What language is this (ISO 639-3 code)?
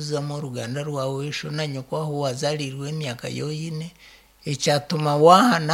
nyn